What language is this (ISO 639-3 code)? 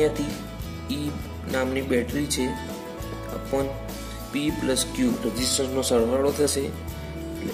guj